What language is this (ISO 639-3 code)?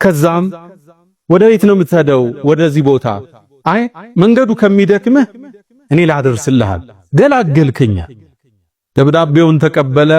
amh